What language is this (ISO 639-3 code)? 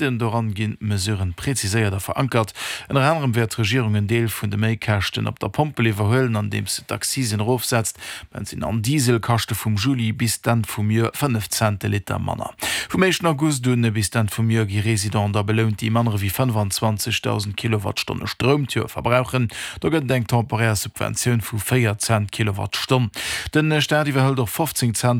ltz